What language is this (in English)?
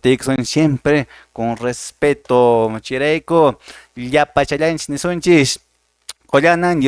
Quechua